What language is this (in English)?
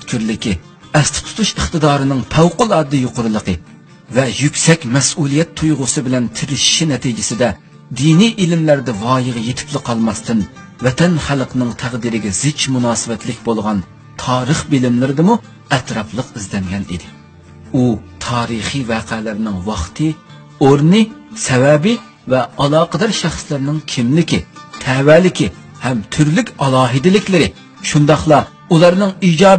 Uyghur